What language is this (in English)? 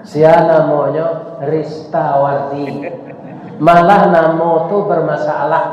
Minangkabau